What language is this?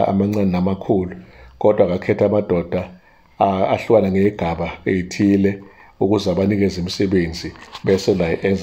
Zulu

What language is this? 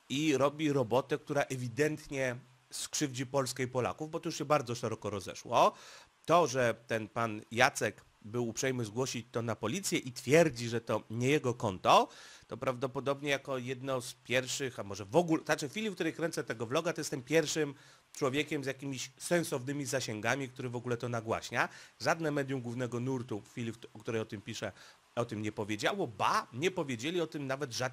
Polish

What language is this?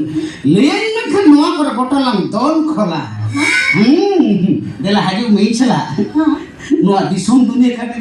Santali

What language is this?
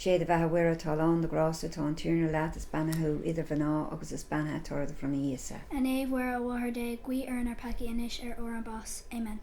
Irish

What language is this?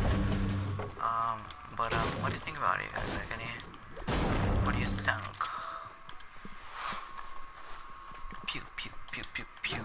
English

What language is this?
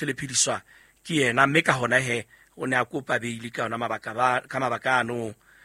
Southern Sotho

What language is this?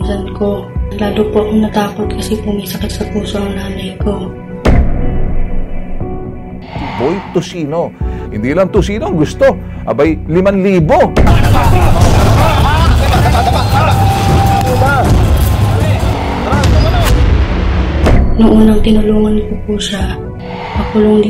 Filipino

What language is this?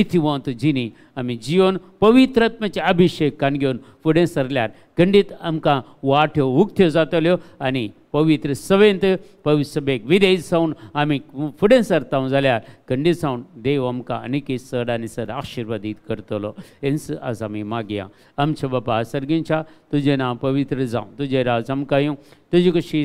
Konkani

